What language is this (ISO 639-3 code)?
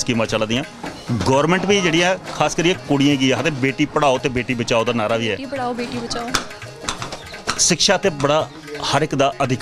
doi